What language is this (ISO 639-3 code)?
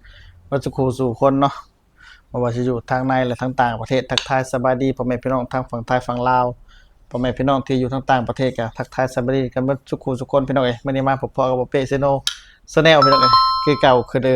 lao